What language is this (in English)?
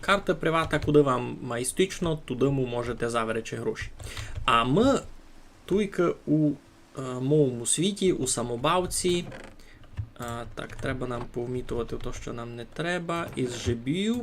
Rusyn